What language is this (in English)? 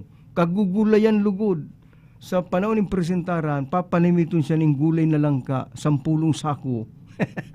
Bikol